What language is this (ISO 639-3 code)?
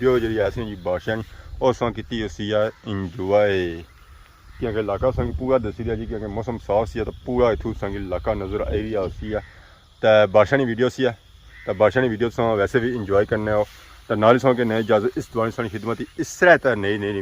phr